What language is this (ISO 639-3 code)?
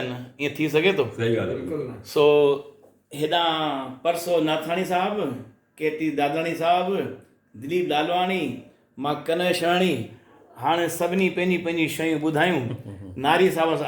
snd